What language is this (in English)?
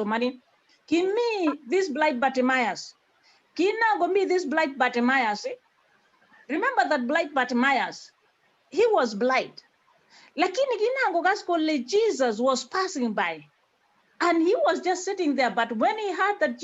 Kalenjin